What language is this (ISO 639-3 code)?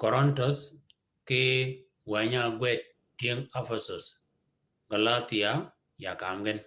shk